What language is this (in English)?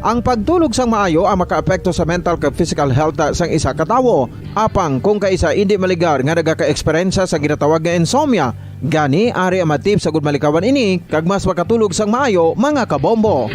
Hiligaynon